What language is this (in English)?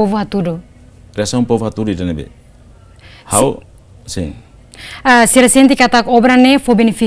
Tetum